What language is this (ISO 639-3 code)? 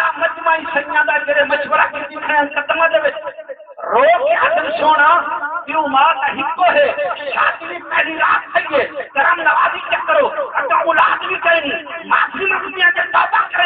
skr